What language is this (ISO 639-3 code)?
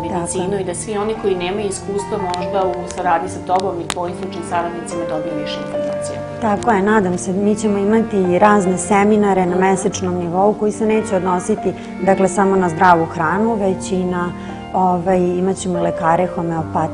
srp